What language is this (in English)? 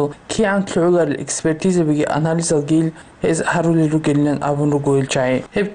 Avaric